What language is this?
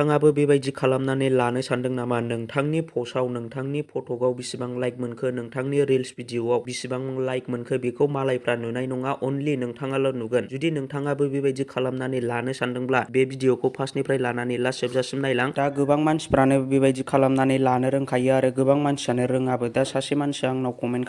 Bodo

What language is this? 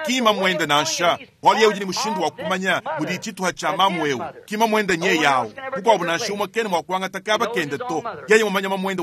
Luba-Lulua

